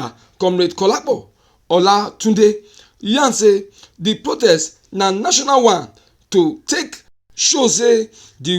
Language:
Nigerian Pidgin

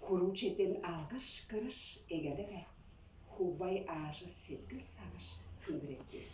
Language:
Tuvinian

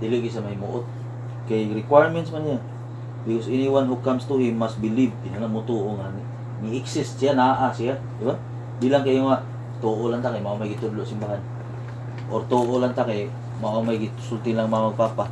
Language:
Cebuano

